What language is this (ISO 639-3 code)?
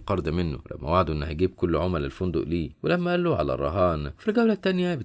arz